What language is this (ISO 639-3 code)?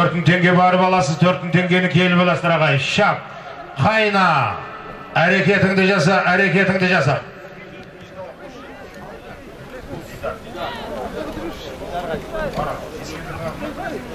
kaz